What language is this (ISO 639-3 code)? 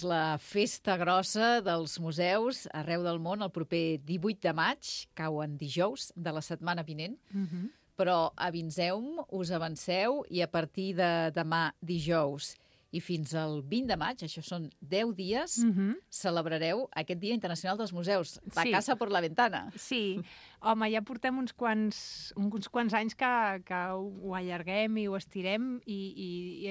cat